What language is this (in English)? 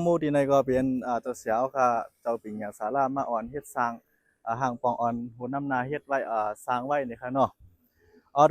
Shan